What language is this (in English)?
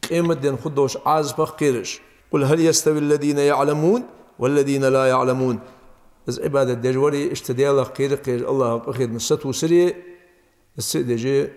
Ingush